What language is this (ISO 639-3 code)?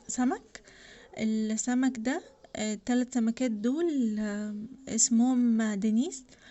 arz